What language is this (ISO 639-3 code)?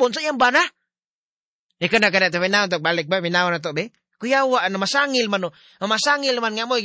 ceb